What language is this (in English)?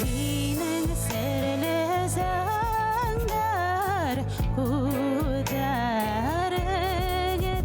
Bashkir